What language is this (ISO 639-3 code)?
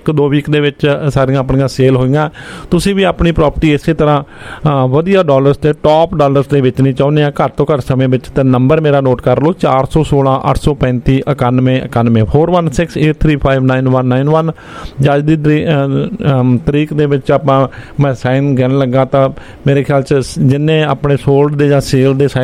pan